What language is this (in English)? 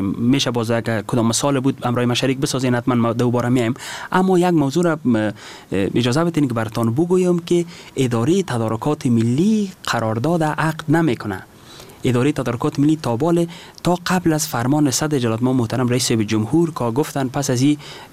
Persian